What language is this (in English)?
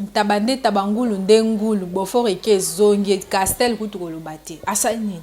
Lingala